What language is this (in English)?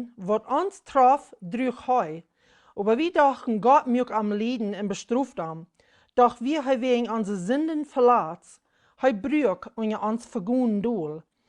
Plautdietsch